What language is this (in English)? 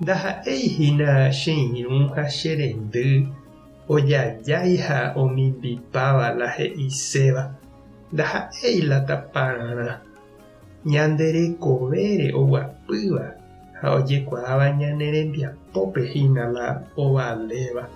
Guarani